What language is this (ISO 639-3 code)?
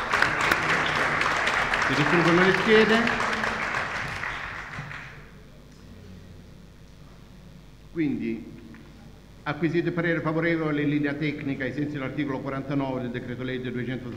ita